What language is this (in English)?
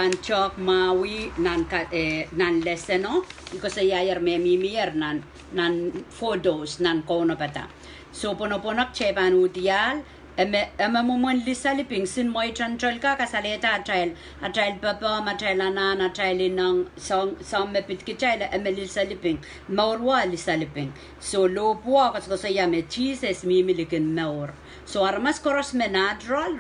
Pohnpeian